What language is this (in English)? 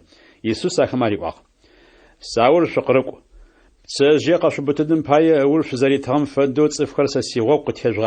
Adyghe